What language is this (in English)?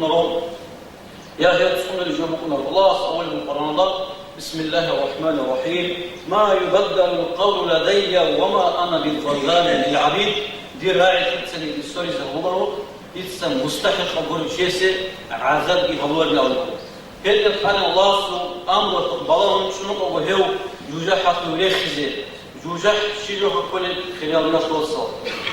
Avaric